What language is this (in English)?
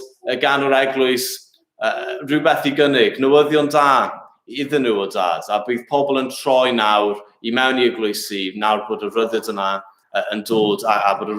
Welsh